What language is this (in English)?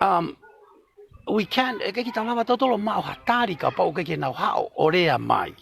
Tongan